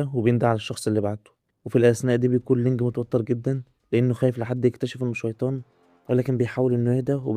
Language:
Egyptian Arabic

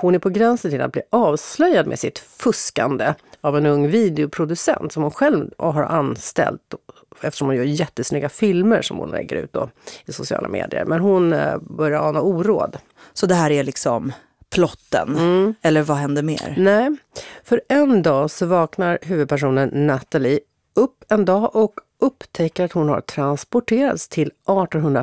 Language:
Swedish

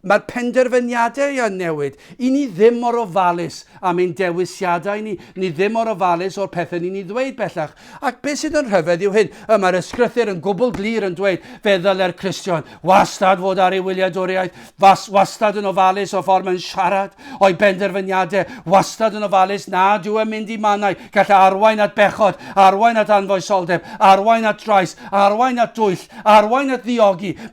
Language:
Welsh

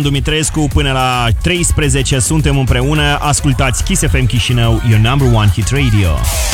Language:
Romanian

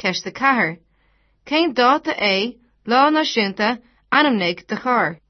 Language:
Irish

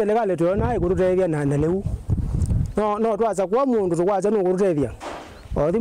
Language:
Kamba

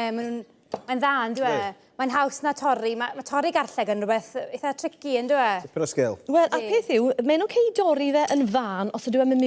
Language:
Welsh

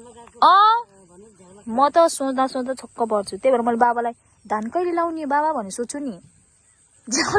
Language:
Nepali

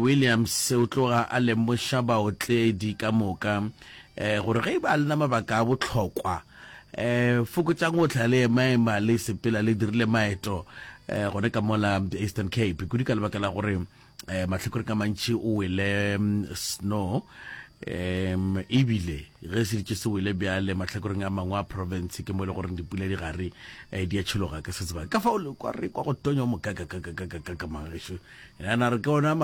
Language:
Northern Sotho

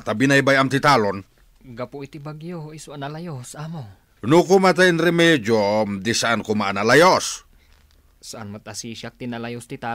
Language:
Iloko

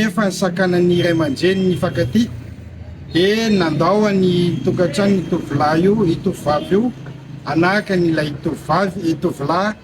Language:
Malagasy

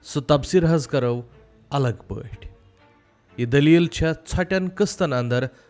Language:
Kashmiri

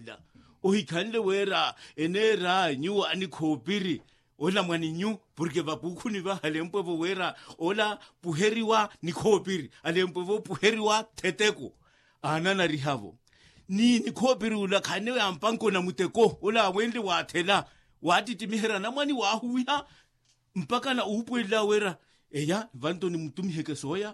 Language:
Makhuwa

